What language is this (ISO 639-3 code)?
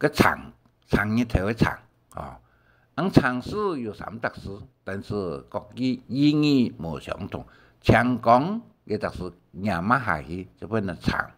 hak